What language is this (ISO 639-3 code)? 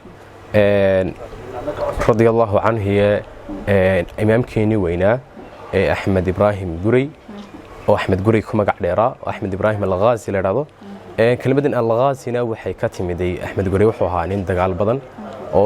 som